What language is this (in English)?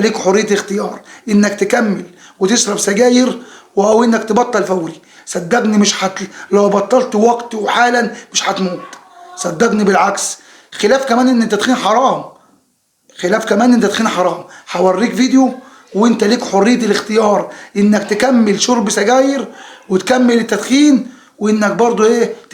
Egyptian Arabic